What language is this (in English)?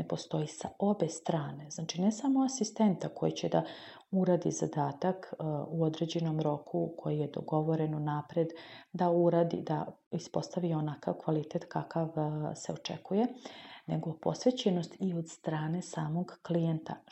Serbian